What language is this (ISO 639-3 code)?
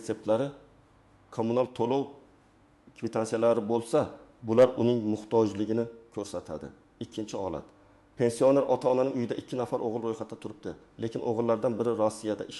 uzb